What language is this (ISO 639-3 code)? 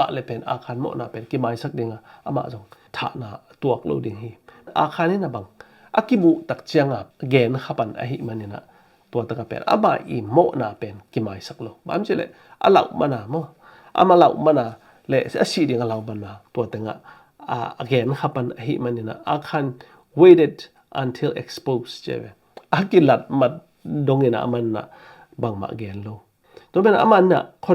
ctd